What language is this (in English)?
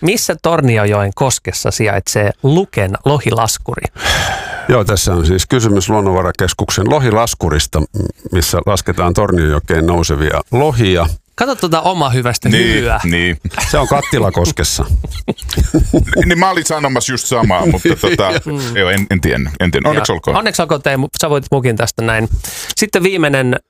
Finnish